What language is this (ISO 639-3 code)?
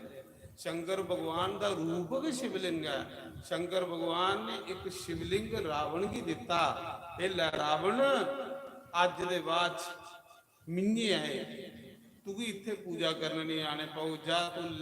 doi